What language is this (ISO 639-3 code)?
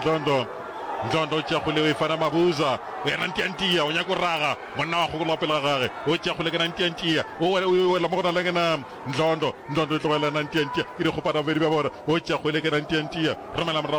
nso